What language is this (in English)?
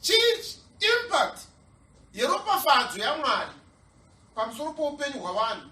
Shona